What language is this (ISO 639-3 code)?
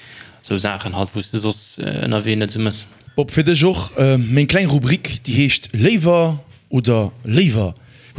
ltz